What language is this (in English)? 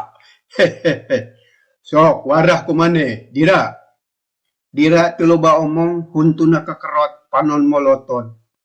Sundanese